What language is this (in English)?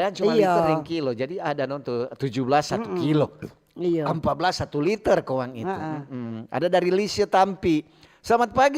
Manado Malay